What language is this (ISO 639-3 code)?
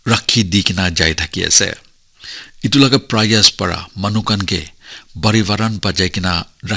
nag